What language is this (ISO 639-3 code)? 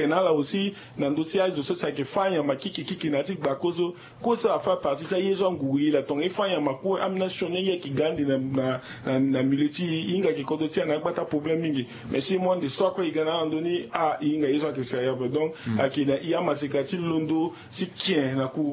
sag